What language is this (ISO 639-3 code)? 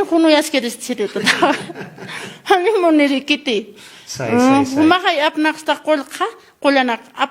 aym